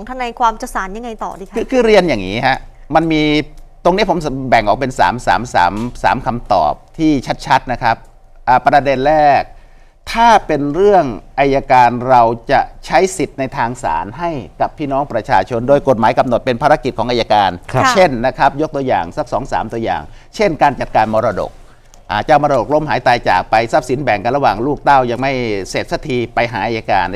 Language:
Thai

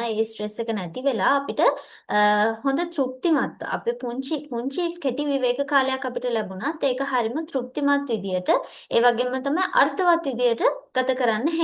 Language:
Sinhala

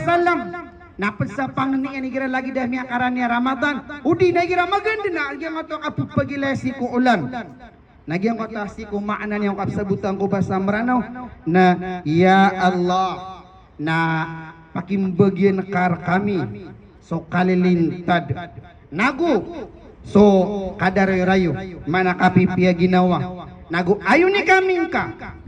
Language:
Maranao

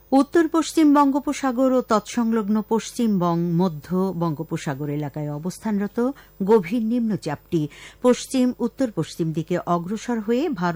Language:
Bangla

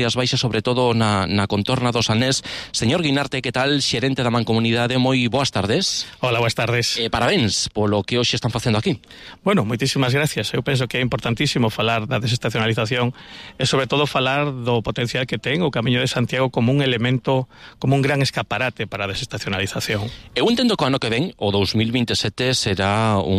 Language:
Galician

